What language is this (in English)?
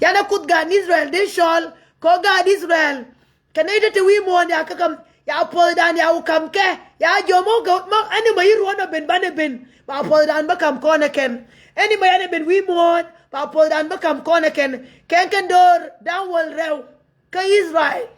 Nuer